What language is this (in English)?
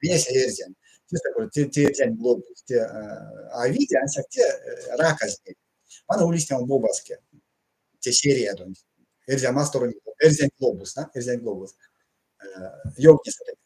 Erzya